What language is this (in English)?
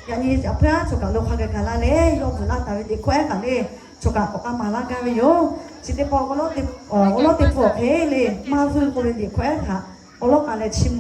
Lahu